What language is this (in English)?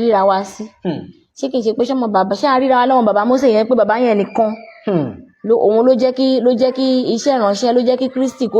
Yoruba